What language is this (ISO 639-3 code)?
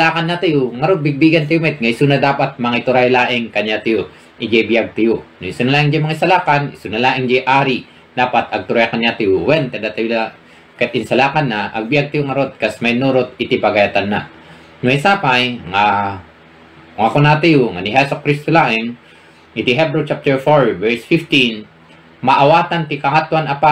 ilo